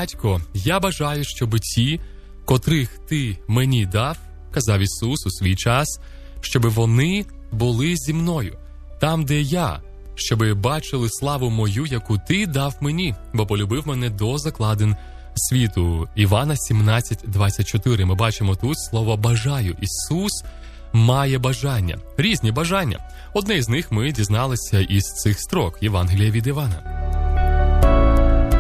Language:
Ukrainian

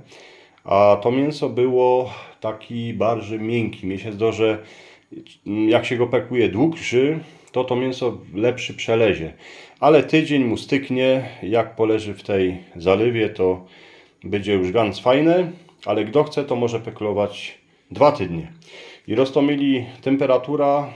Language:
Silesian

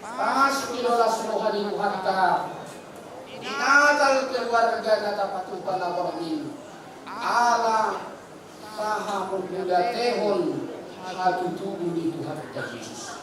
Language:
Batak Toba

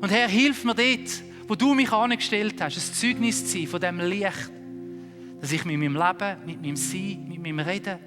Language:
Swiss German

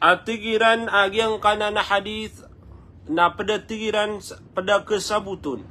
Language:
Maranao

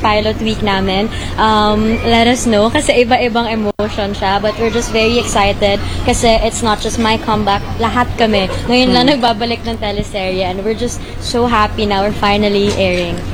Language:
Filipino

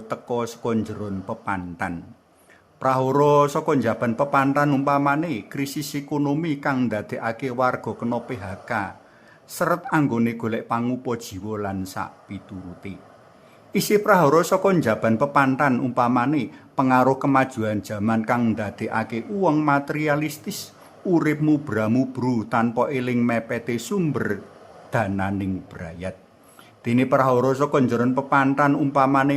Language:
Javanese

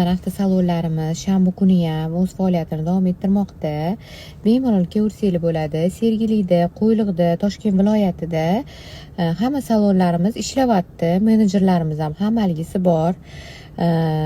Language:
Uzbek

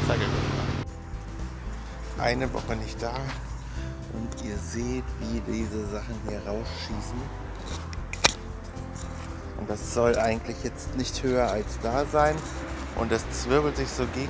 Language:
German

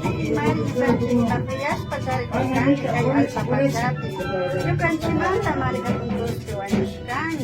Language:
Imbabura Highland Quichua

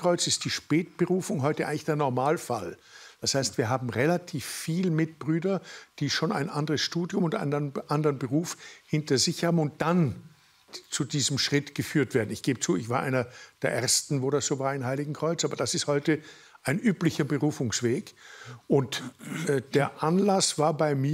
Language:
German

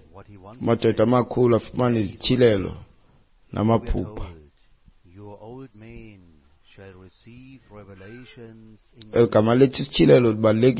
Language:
Xhosa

